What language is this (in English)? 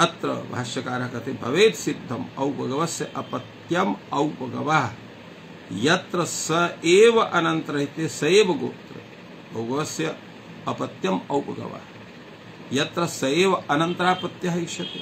Sanskrit